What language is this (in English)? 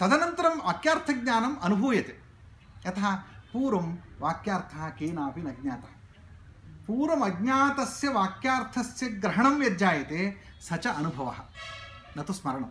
Sanskrit